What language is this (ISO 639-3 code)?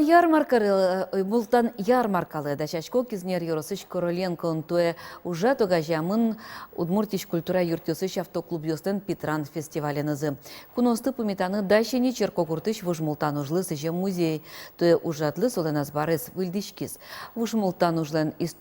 udm